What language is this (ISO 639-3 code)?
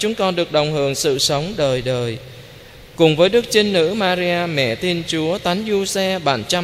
vie